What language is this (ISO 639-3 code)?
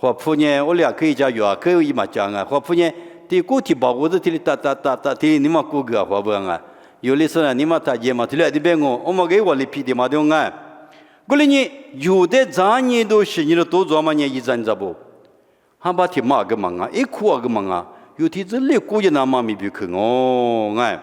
lis